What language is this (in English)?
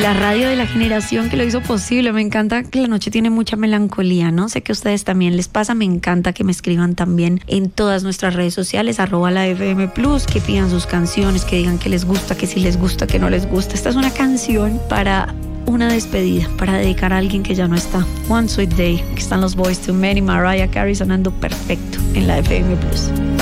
Spanish